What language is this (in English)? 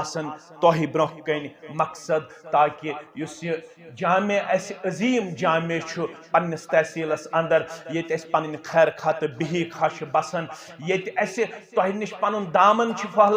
Kashmiri